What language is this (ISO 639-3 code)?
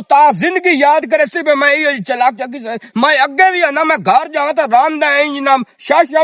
lah